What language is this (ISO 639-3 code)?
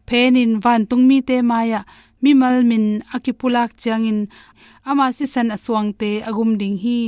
ctd